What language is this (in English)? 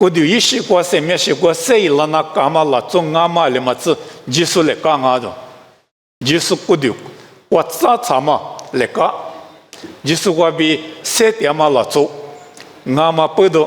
Lisu